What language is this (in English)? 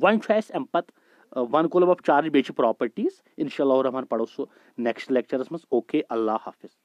Kashmiri